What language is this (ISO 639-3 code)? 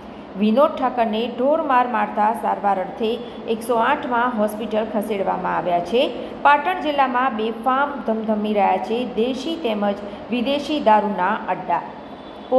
guj